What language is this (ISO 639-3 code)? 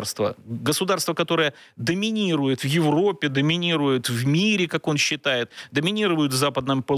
rus